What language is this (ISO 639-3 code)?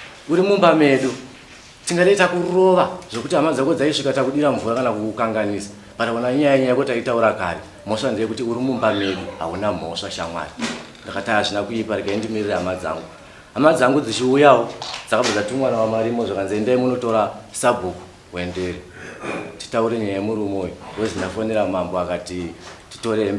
sna